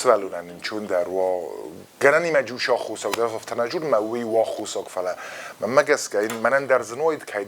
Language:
Ossetic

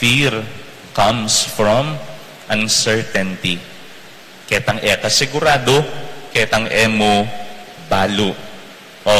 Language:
Pampanga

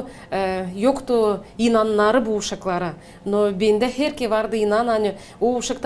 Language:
Gagauz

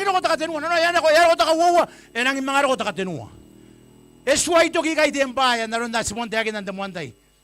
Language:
Gilbertese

